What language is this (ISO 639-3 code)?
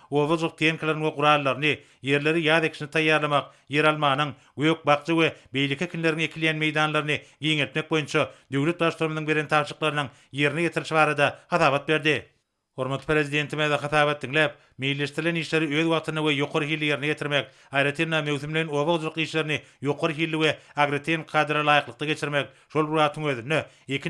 tuk